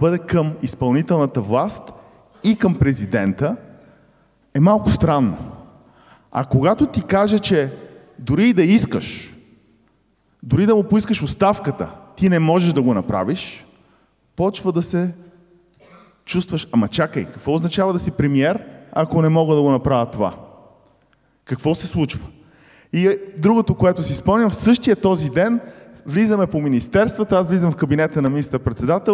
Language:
Bulgarian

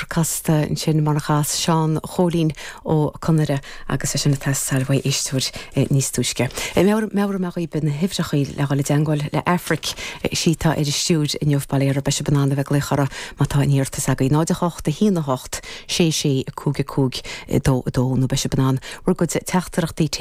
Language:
Irish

